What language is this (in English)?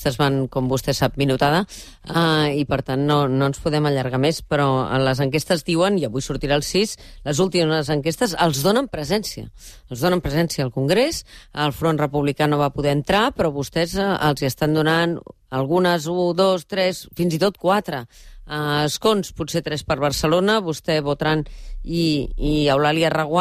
Catalan